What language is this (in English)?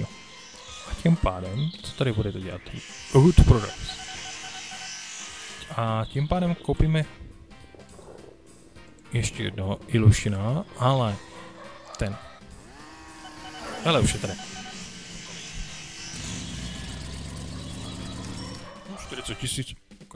Czech